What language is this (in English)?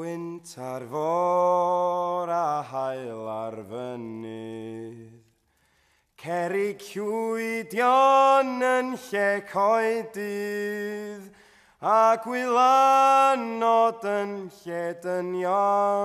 Welsh